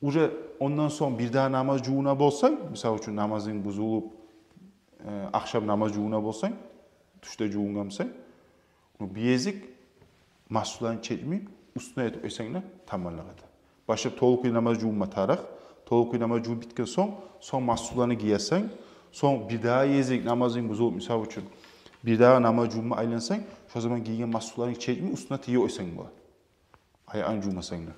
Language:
Kumyk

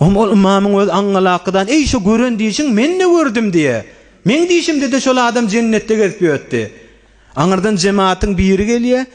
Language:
Turkmen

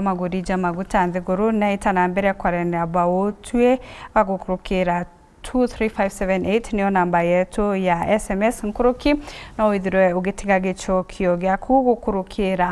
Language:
Meru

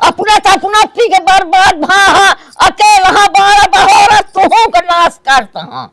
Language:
Awadhi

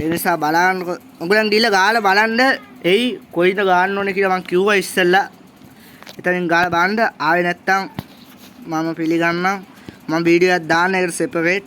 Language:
Sinhala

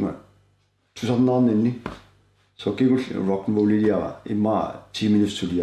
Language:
Kalaallisut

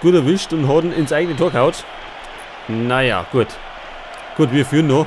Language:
Bavarian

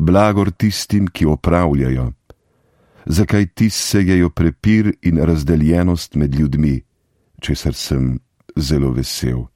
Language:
Slovenian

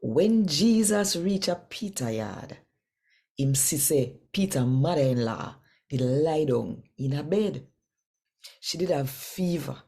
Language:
Jamaican Creole English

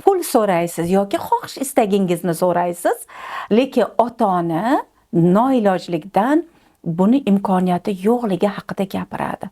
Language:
Uzbek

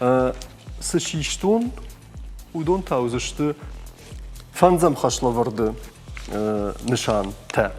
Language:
Ossetic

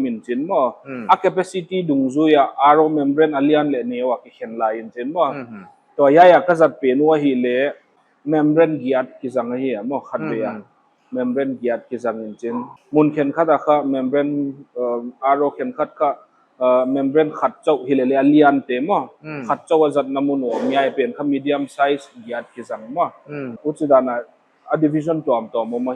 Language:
Paite Chin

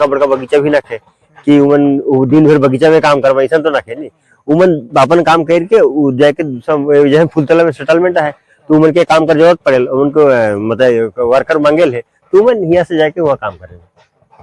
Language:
Sadri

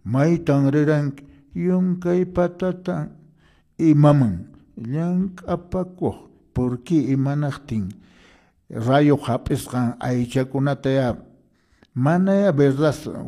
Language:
Quechua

